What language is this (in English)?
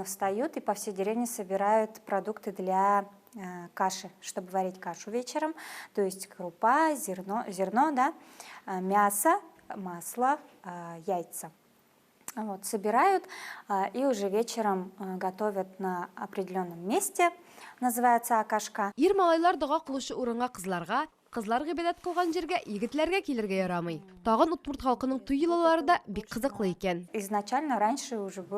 Tatar